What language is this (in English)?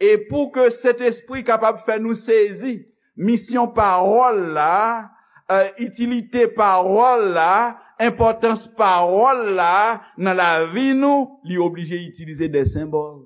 Haitian Creole